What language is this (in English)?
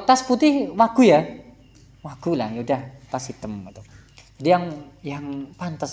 Indonesian